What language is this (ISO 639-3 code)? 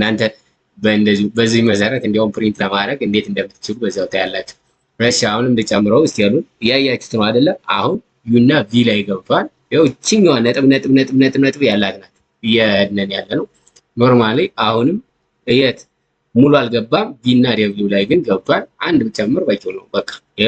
amh